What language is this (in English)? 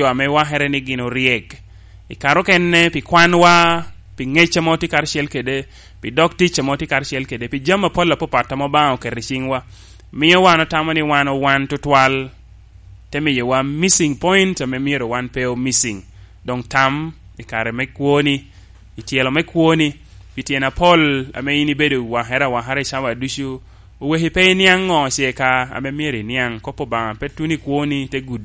Lango (Uganda)